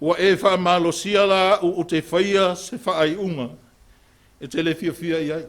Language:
Samoan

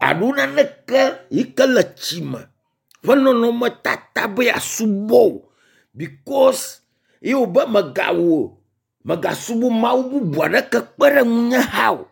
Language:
Ewe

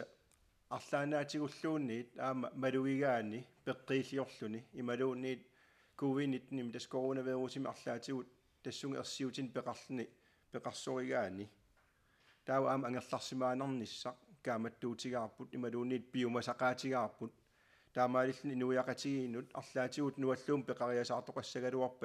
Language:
Kalaallisut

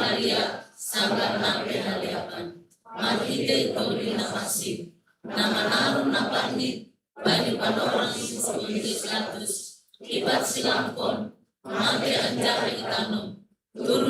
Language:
Batak Simalungun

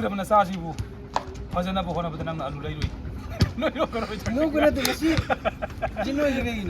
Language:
Manipuri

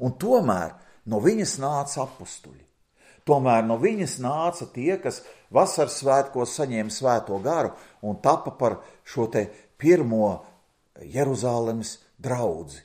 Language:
Latvian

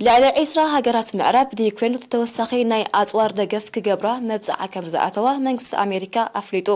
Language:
Tigrinya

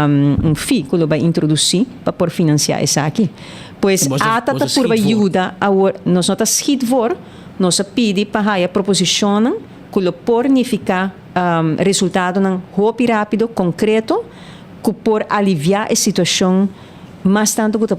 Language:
Papiamento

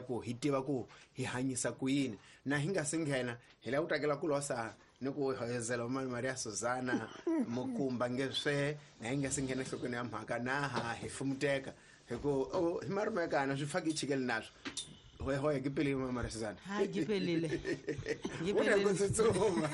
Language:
Tsonga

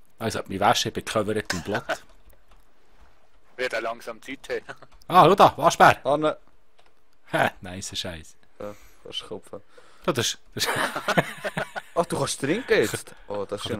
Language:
Swiss German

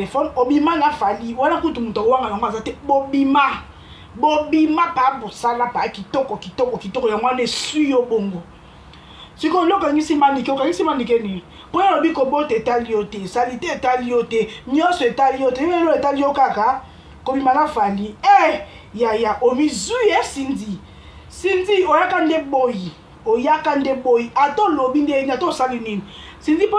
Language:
Lingala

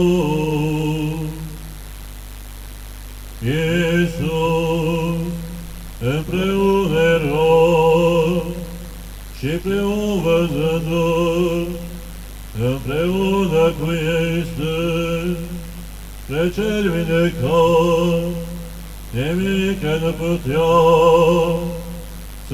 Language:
Romanian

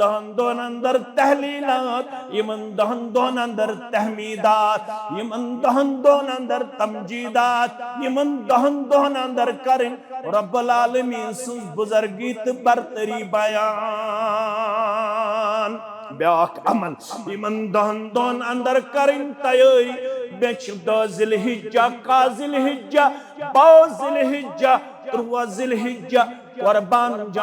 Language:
Kashmiri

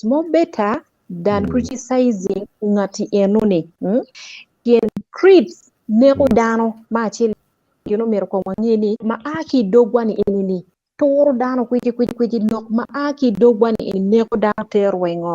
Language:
Acoli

